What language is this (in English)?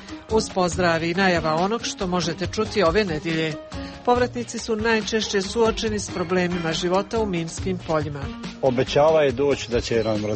Croatian